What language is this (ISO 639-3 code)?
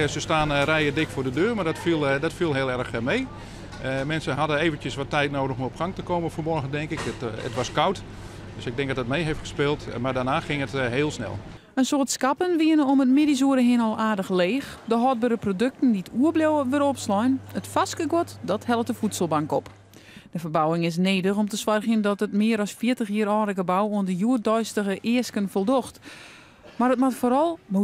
fry